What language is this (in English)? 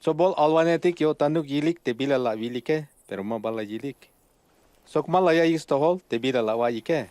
Tzeltal